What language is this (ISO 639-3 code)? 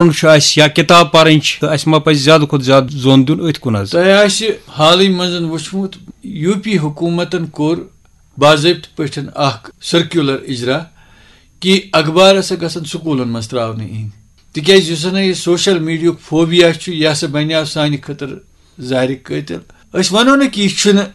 kas